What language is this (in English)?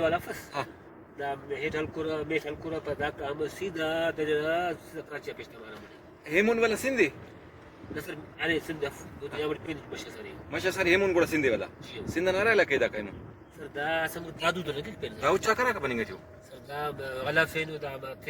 Brahui